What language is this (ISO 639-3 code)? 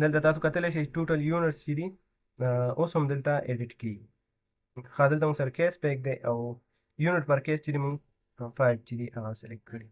pus